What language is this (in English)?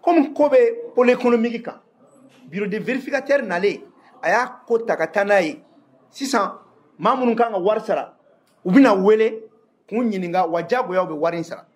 Bambara